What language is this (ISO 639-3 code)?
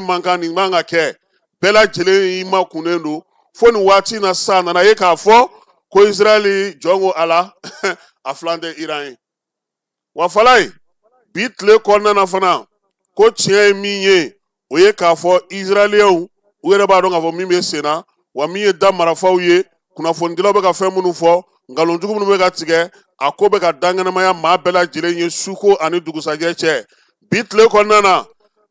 bam